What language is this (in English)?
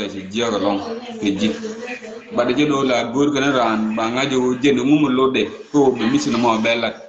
Nuer